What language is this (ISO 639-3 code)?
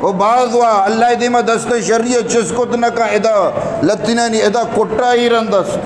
bgp